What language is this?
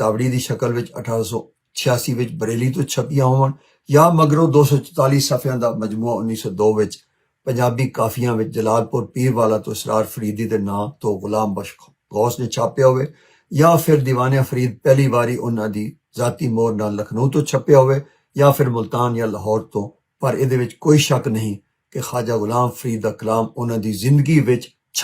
Western Panjabi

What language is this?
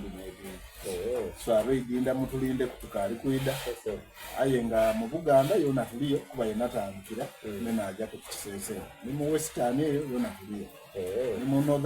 Soga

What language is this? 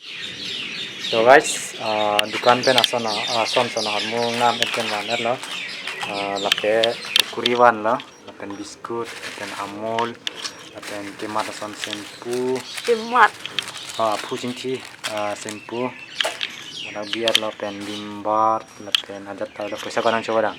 Karbi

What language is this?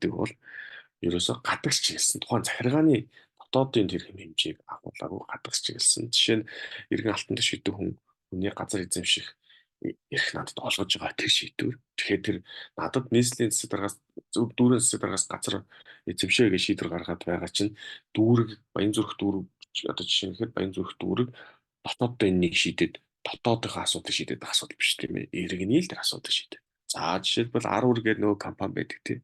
Mongolian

